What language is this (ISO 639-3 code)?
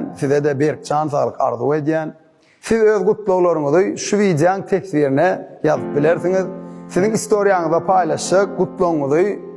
tuk